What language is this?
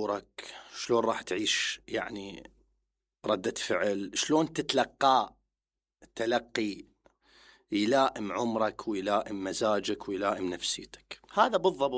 Mesopotamian Arabic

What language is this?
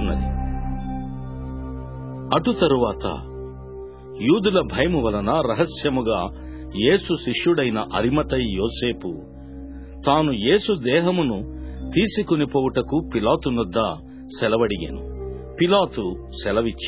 Telugu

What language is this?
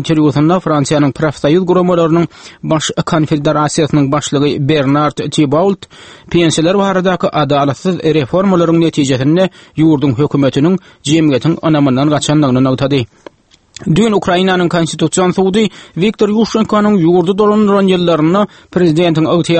Turkmen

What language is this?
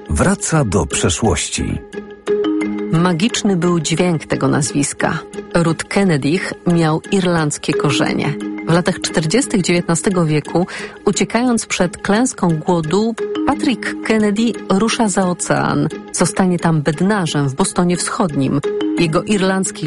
Polish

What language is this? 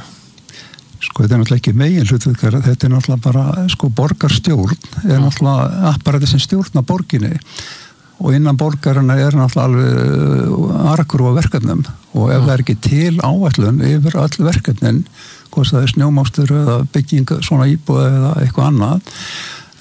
Icelandic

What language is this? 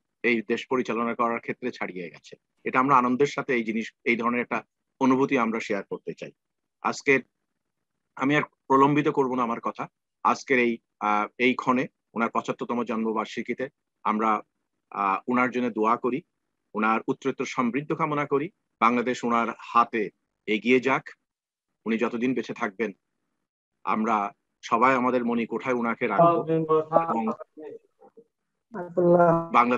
Bangla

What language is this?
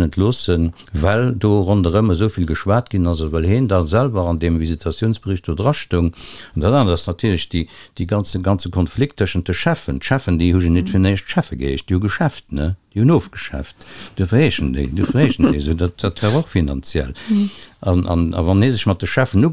Luxembourgish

